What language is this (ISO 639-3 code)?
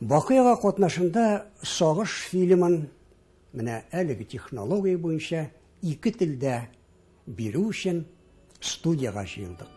tat